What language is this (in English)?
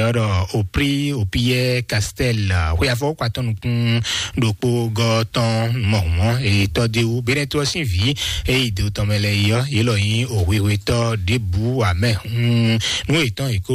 Fon